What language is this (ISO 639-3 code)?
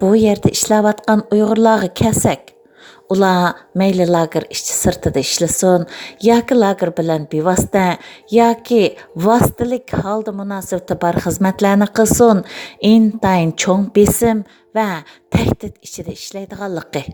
uig